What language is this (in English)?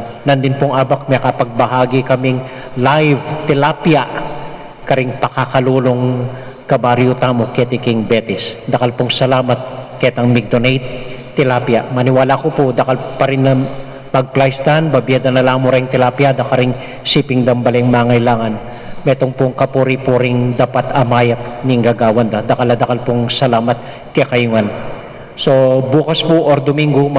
Pampanga